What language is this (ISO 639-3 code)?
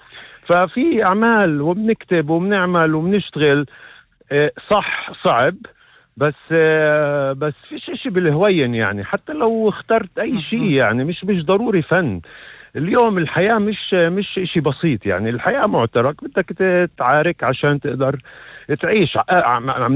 apc